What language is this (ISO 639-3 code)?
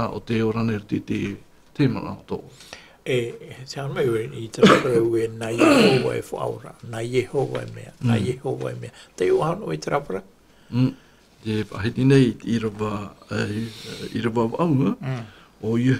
tah